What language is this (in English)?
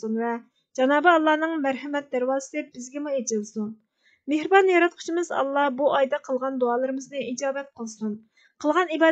Uyghur